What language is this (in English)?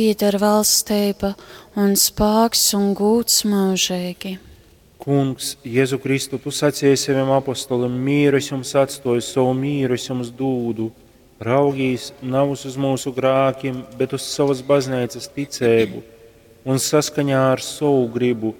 Latgalian